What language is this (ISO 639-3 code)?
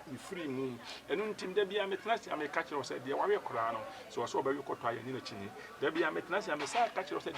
aka